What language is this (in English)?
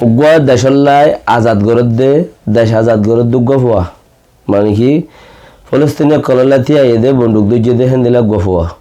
Rohingya